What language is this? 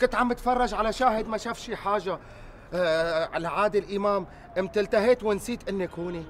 North Levantine Arabic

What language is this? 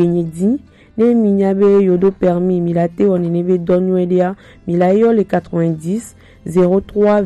Gen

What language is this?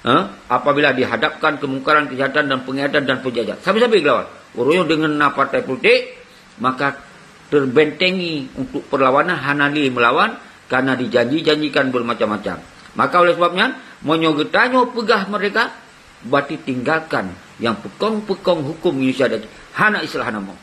Achinese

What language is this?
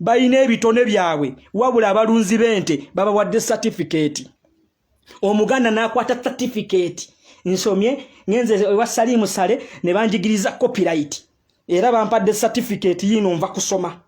Ganda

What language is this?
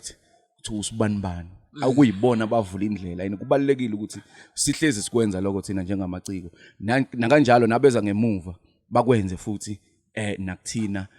Zulu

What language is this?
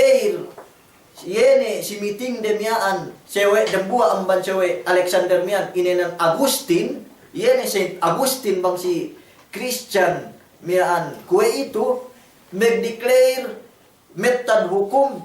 Yakan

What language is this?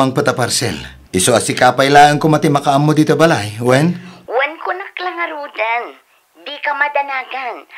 Iloko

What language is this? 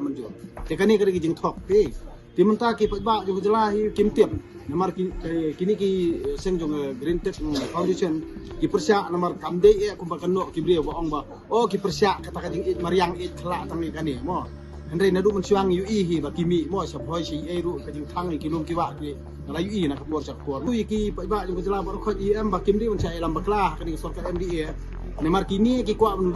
Khasi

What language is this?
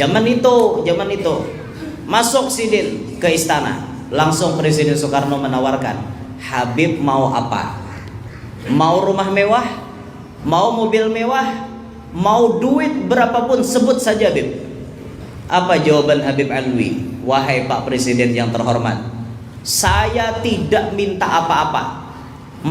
Banjar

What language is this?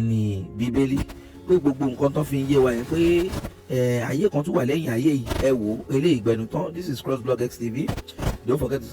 Yoruba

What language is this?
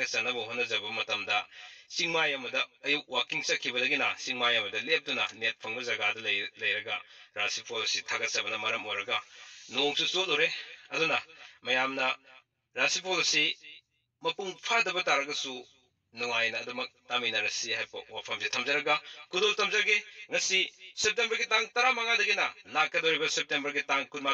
Manipuri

